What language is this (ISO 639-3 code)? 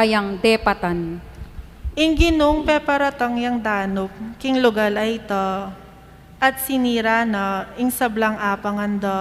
pam